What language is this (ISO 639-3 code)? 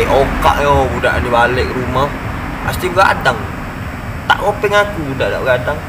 mui